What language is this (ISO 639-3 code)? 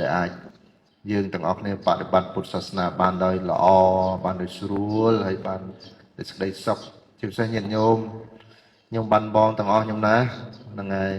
khm